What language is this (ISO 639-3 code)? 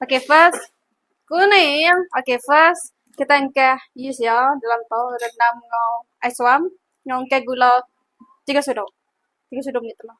iba